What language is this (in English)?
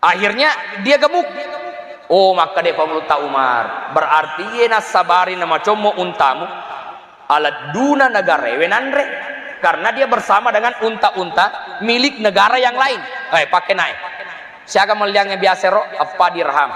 Buginese